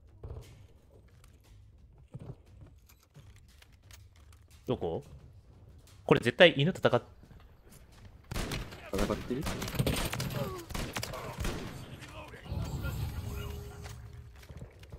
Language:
Japanese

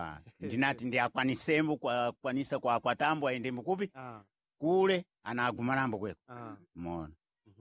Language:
Sena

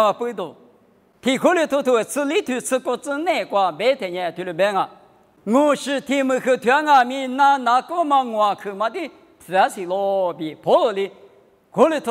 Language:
Lisu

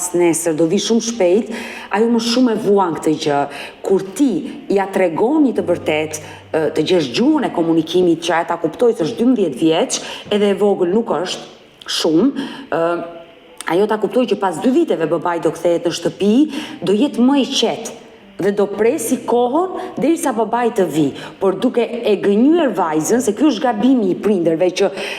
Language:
Albanian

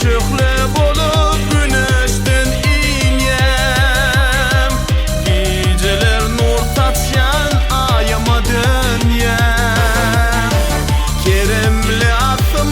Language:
Turkmen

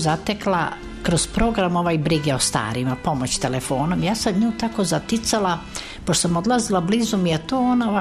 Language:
Serbian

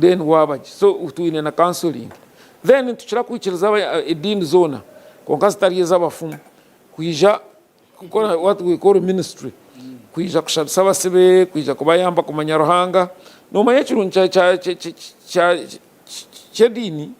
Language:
Nyankole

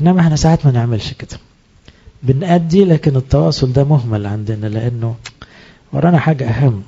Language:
Egyptian Arabic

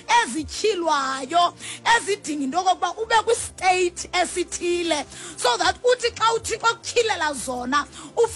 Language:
Xhosa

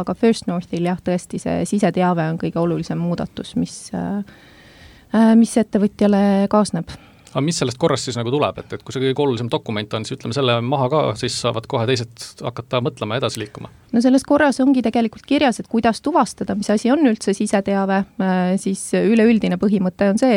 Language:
Estonian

